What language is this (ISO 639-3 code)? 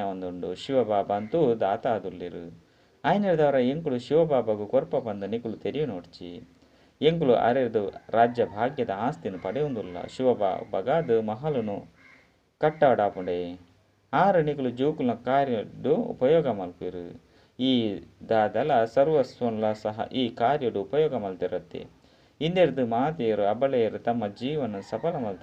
tcy